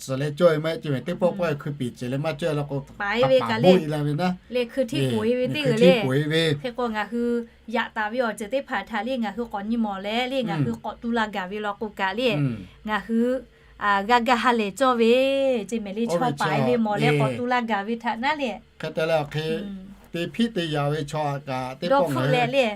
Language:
Lahu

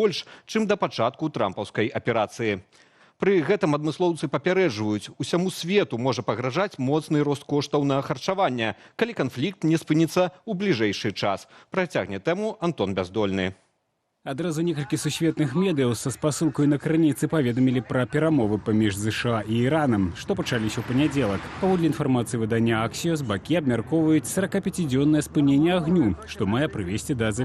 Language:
Belarusian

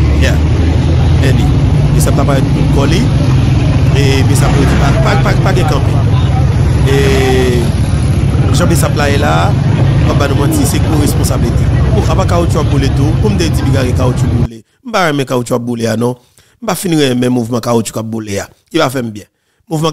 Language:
Haitian Creole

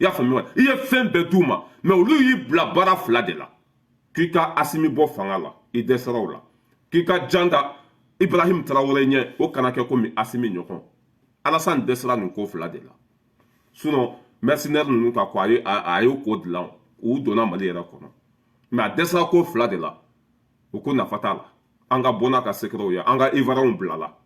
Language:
Bambara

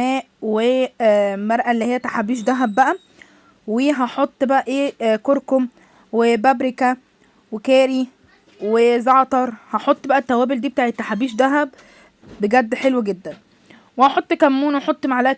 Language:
Egyptian Arabic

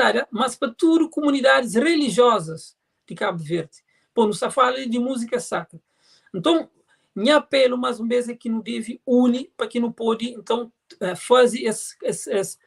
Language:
Kabuverdianu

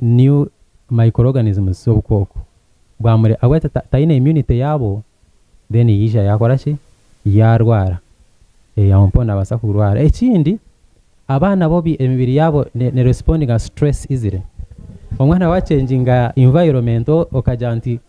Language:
Nyankole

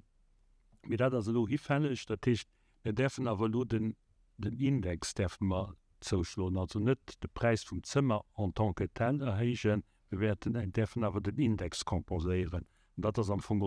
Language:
Luxembourgish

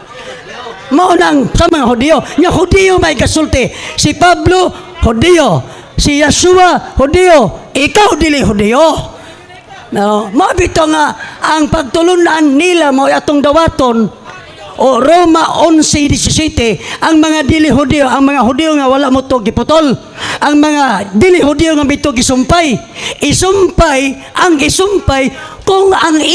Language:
Cebuano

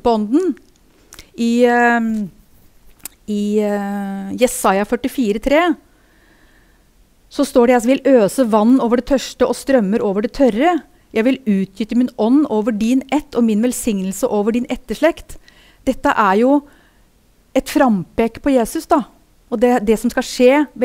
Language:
Norwegian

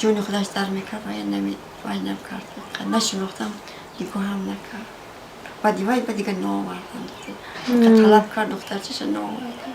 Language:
Tajik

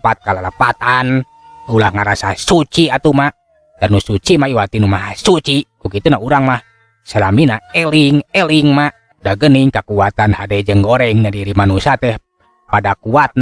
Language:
Sundanese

